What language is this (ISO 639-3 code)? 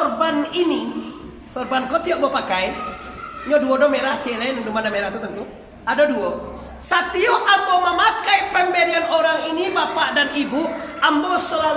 min